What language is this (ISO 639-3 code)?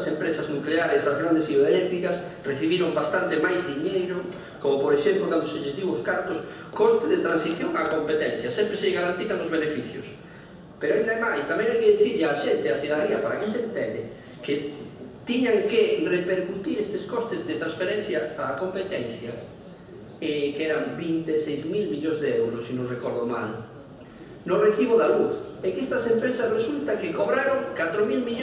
glg